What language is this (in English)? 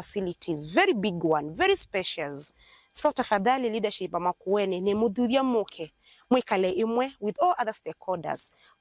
Kamba